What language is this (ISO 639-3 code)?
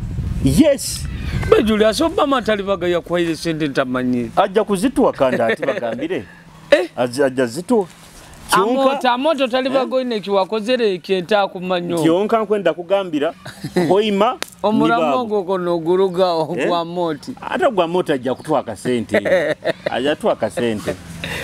nyo